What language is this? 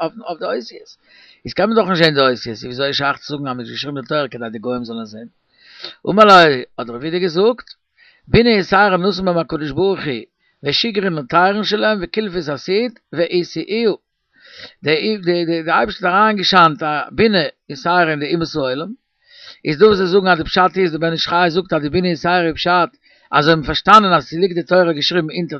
Yiddish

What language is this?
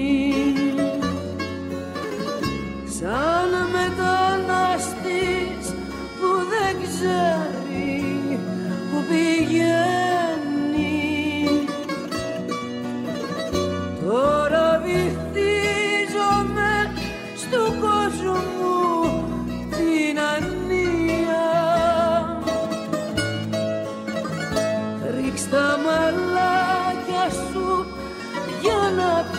Greek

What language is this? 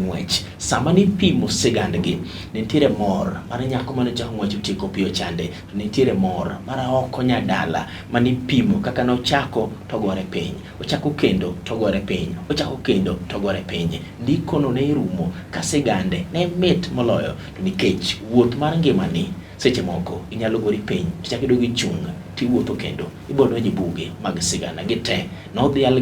Luo (Kenya and Tanzania)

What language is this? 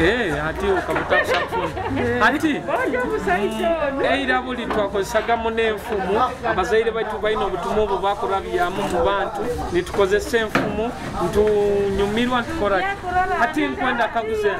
Nyoro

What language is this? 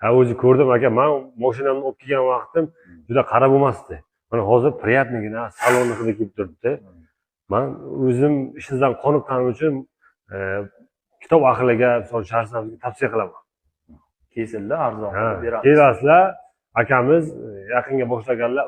Uzbek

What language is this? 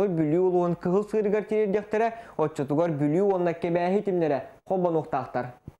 Yakut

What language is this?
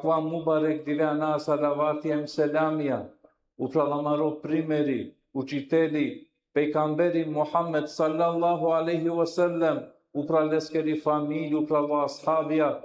Balkan Romani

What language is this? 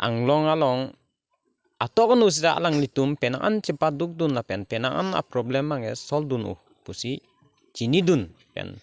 Karbi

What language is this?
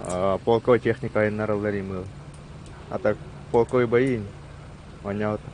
Yakut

